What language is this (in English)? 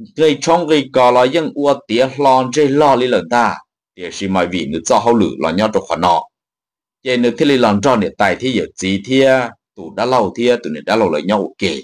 Hmong